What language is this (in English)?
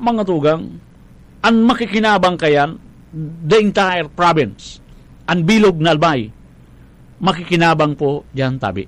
Bikol